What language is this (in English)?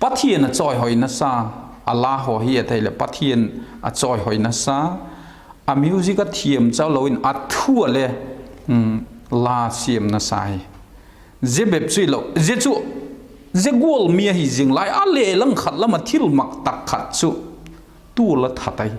Vaiphei